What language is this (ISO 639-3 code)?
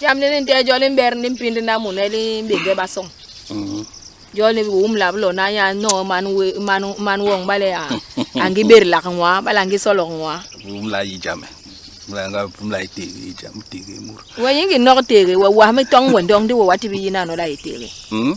bas